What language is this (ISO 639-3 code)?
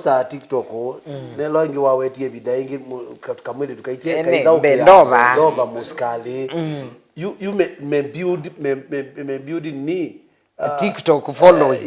kam